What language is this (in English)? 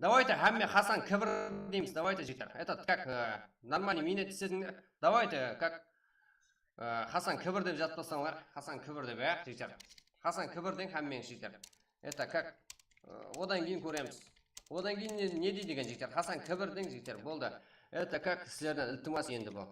Kara-Kalpak